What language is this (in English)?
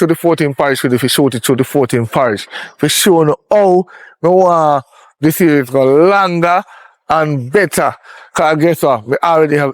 Jamaican Creole English